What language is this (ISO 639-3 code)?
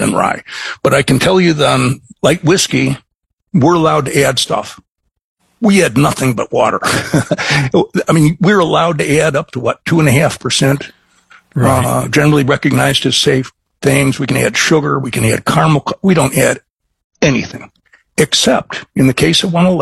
eng